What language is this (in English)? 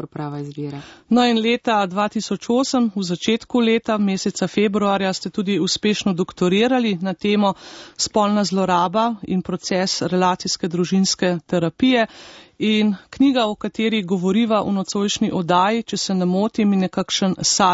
Slovenian